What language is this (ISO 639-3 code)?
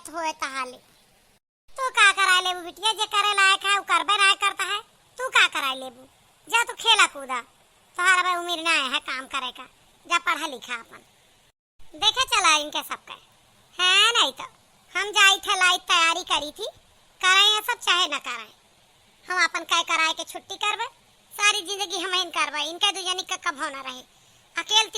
awa